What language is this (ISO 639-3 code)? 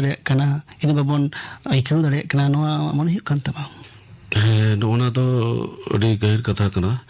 sat